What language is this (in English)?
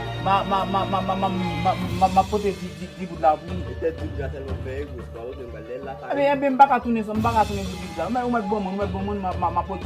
Haitian Creole